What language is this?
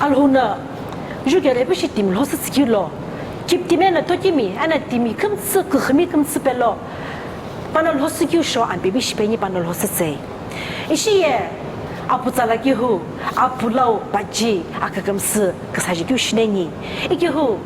Sumi Naga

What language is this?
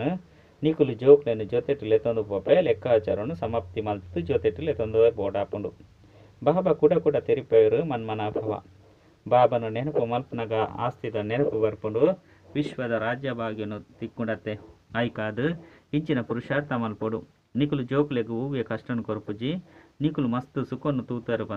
Tulu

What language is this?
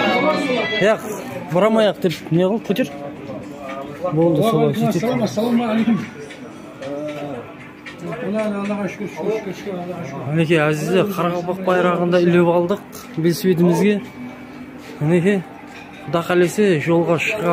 Kazakh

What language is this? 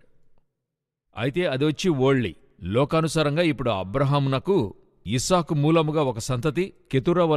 Telugu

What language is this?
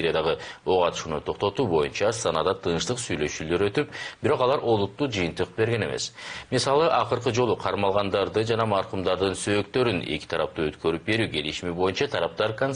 Kyrgyz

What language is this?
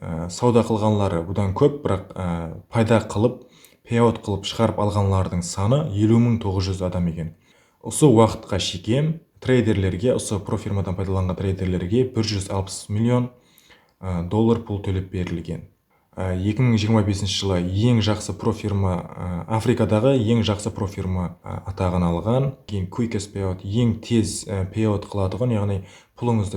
Kara-Kalpak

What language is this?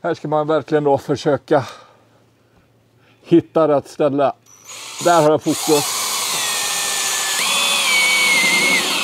Swedish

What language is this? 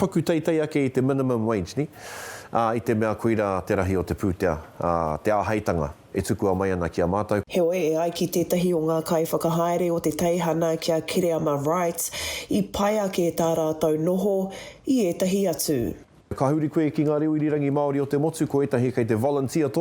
Māori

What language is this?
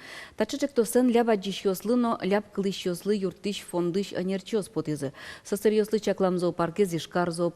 Udmurt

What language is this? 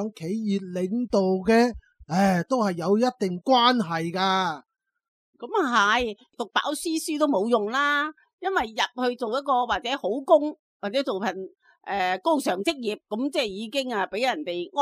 Cantonese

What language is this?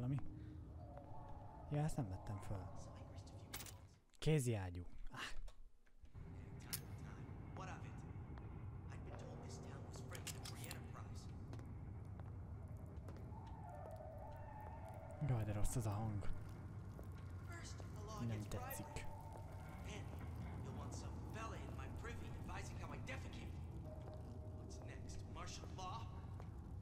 Hungarian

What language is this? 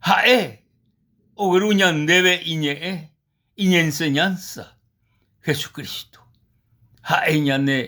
Guarani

